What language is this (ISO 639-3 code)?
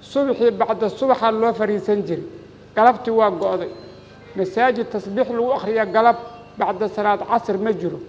som